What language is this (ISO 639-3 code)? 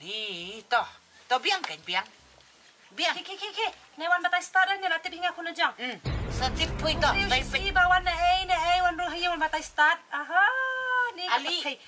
kha